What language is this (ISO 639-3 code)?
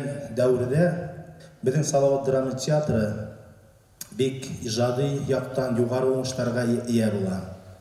bak